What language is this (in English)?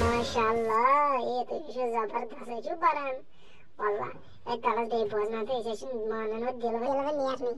Kashmiri